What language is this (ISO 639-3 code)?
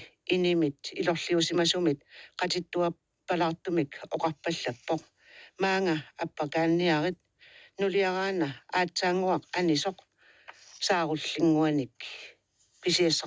kal